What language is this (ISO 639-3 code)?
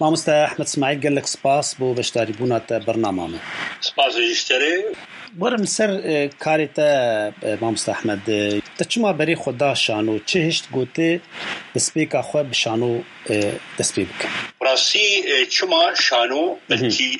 kur